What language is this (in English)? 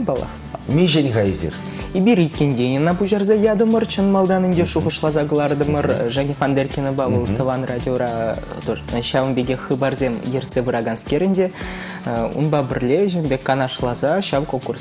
Chuvash